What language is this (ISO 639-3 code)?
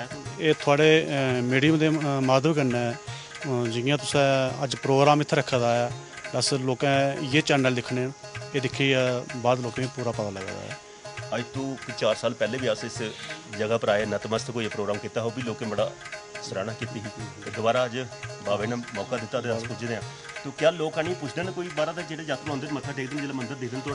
doi